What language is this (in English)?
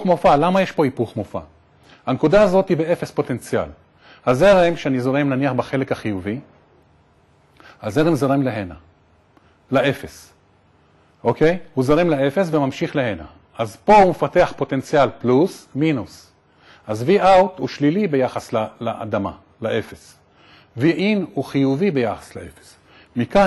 Hebrew